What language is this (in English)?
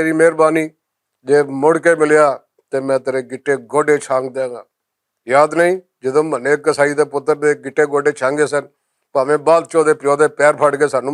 Western Panjabi